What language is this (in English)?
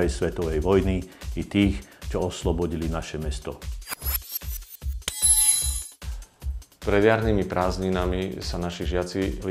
Slovak